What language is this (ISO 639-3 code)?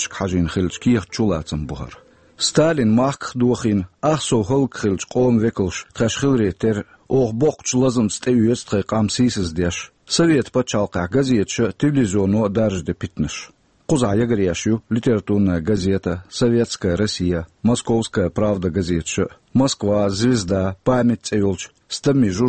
che